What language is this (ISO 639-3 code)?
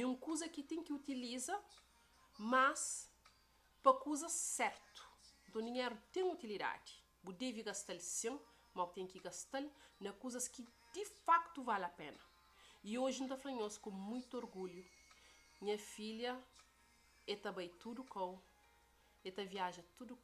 kea